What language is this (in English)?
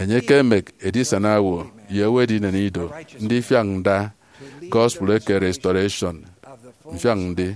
Efik